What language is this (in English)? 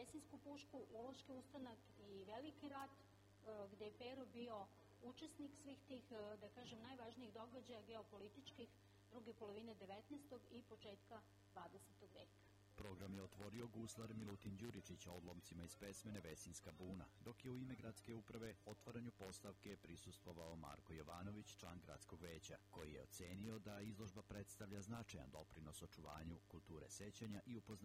Serbian